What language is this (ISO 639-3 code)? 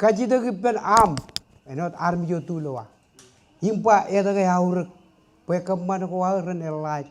mah